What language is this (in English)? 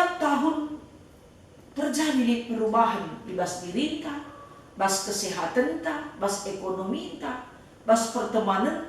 Batak Karo